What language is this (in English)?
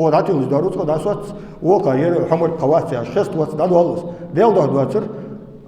Ingush